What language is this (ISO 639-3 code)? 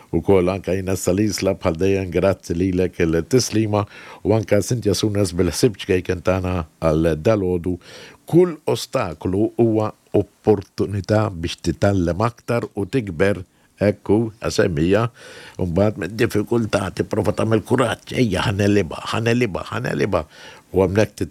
mlt